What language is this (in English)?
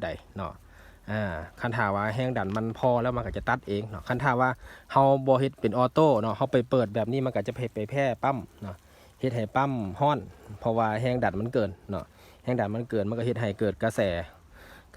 Lao